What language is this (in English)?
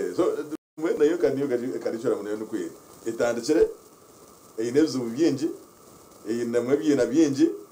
Nyankole